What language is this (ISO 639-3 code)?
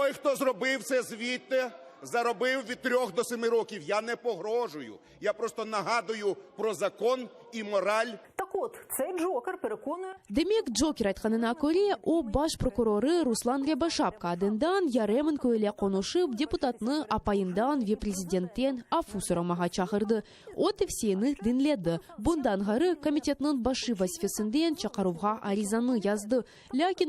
crh